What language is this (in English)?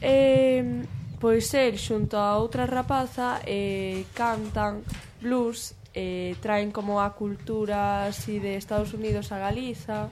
Galician